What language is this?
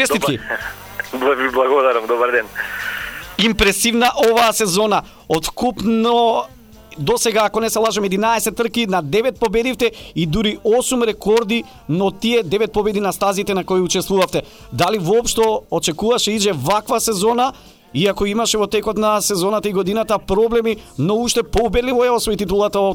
Macedonian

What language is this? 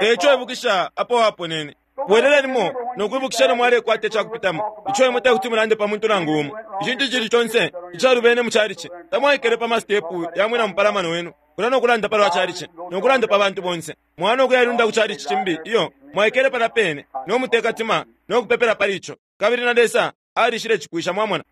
Bemba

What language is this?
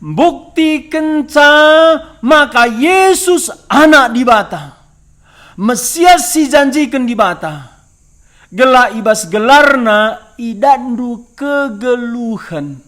Batak Karo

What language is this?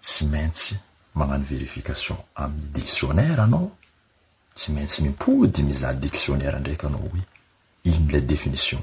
Malagasy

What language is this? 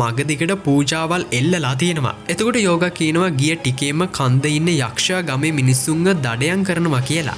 Sinhala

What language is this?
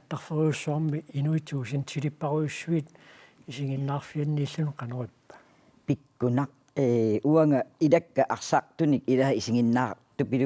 Kalaallisut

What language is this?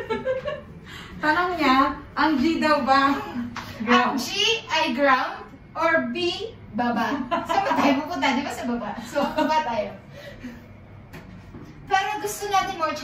Filipino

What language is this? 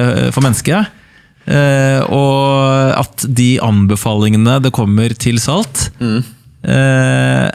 Norwegian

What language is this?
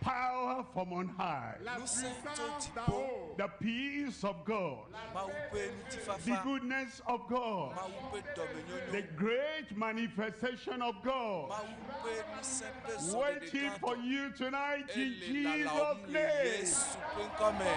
Ewe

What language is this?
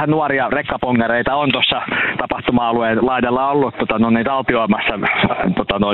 Finnish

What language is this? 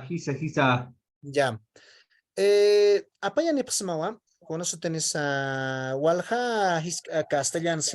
Aymara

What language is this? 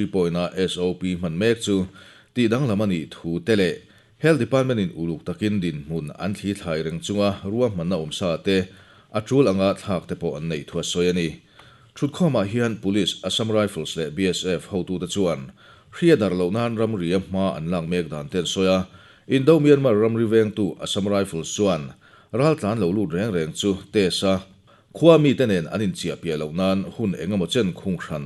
Mizo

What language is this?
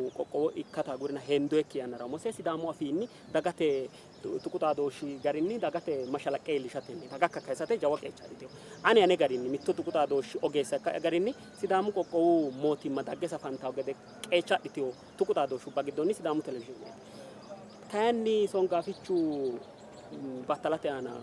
Sidamo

